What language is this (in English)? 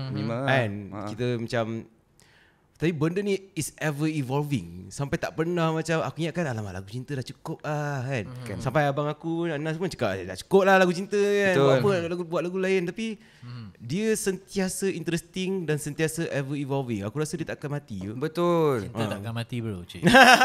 Malay